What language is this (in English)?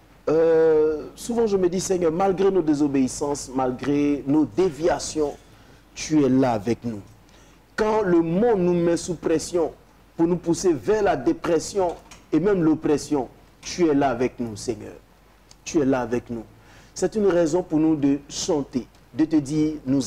French